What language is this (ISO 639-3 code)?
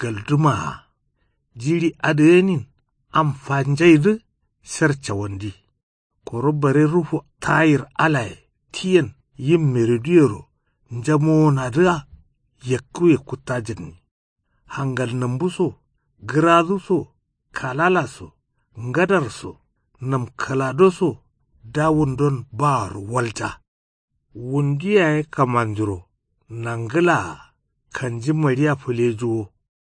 kau